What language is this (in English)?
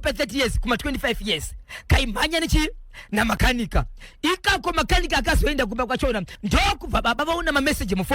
Shona